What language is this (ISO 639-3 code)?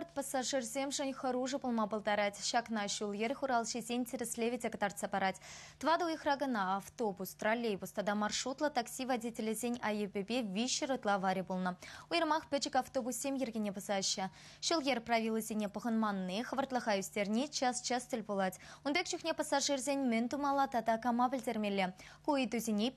chv